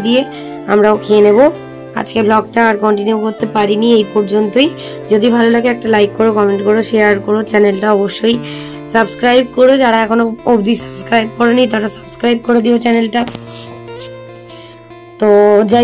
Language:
Bangla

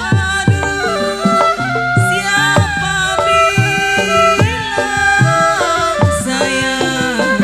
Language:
Betawi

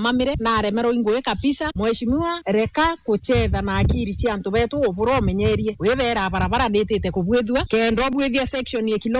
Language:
Meru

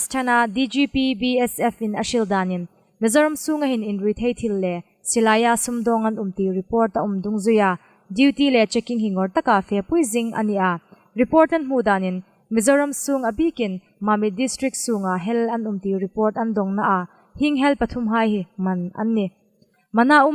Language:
Hmar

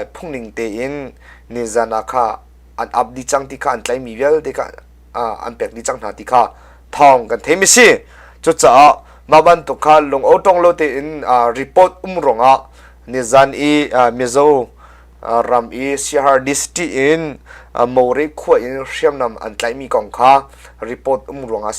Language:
Hakha Chin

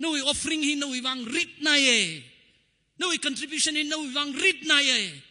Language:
Tangkhul Naga (India)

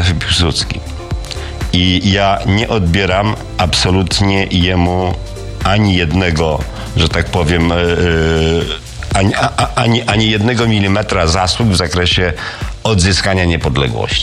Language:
Polish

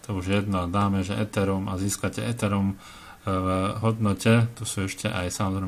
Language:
Slovak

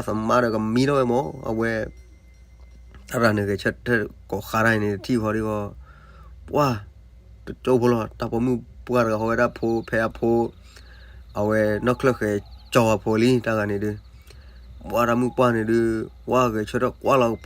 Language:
S'gaw Karen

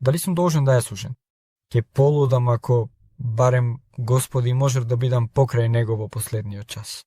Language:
Macedonian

